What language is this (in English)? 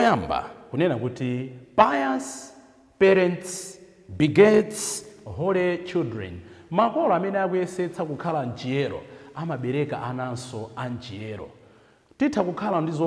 Nyanja